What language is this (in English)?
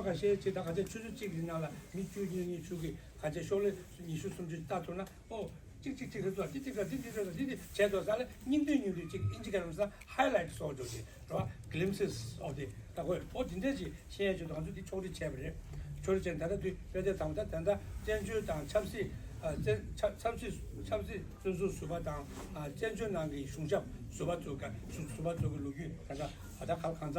Tibetan